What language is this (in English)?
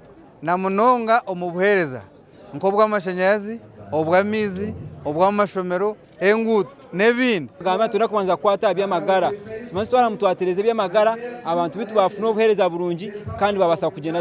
Nyankole